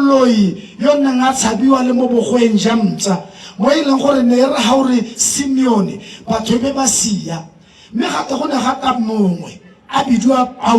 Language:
Tswana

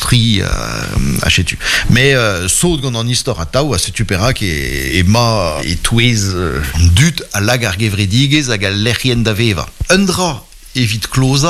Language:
Breton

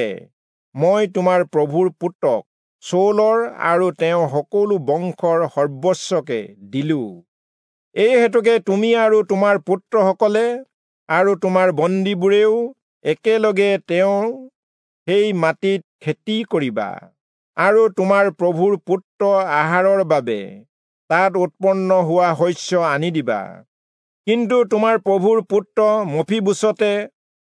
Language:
Assamese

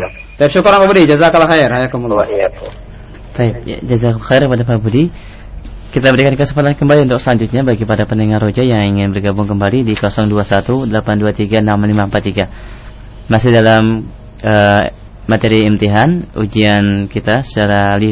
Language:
Indonesian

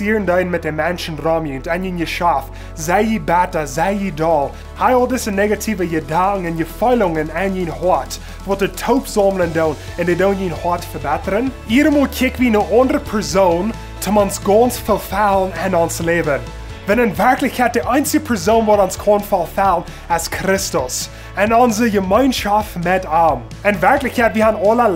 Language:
Plautdietsch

